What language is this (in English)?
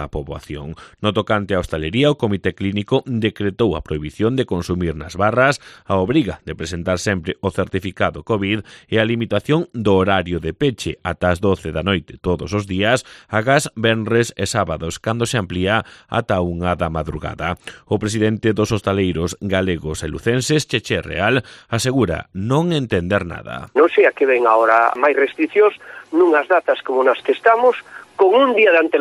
Galician